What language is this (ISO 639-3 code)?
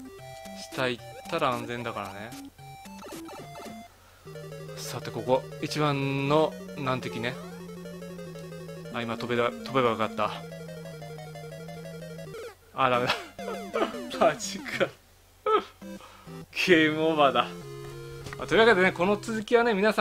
jpn